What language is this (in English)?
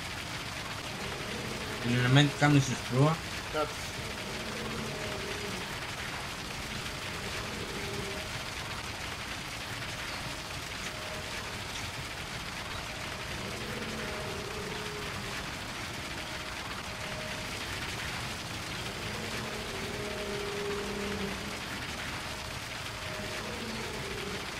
Bulgarian